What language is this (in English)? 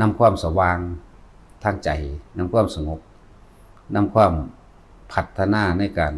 Northeastern Thai